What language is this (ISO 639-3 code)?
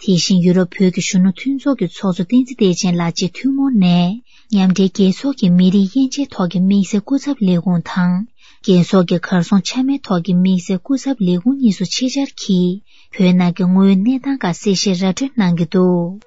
bod